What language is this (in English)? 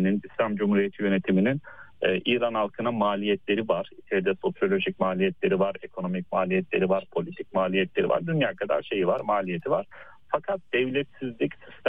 Turkish